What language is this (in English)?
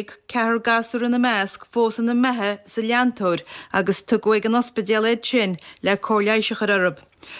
Irish